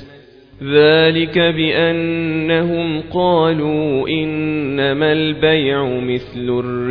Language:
Arabic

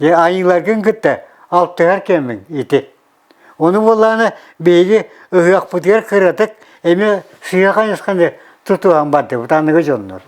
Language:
Yakut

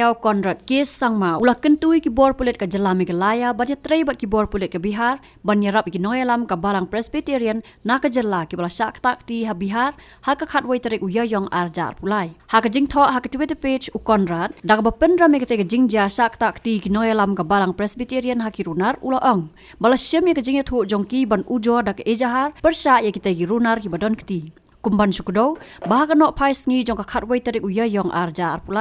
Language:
Khasi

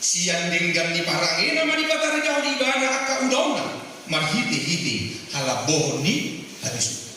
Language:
Batak Toba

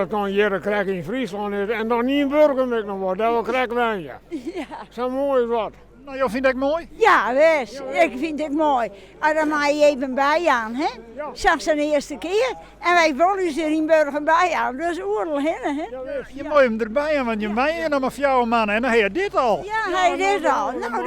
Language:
Western Frisian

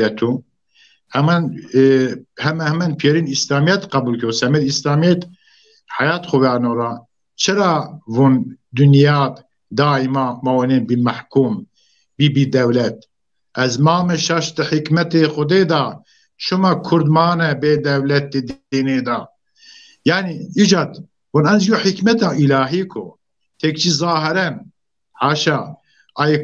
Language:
Zaza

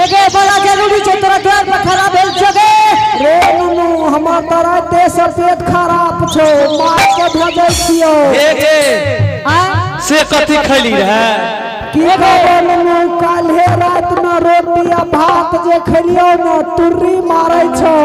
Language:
Angika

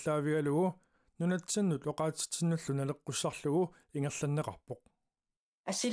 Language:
Kalaallisut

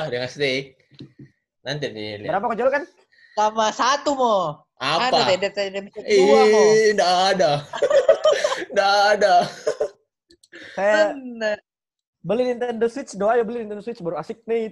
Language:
Indonesian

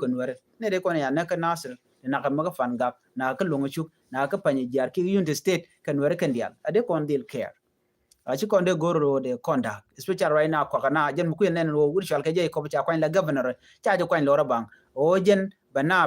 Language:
Nuer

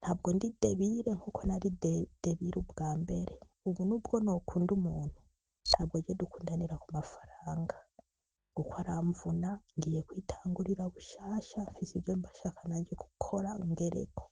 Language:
Rundi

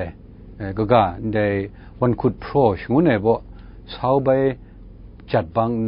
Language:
Kachin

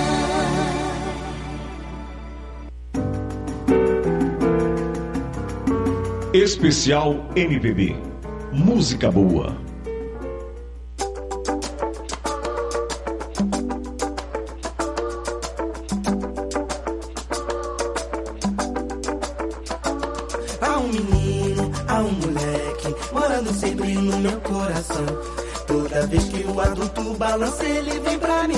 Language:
Portuguese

